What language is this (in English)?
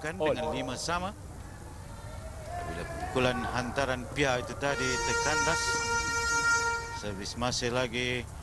Malay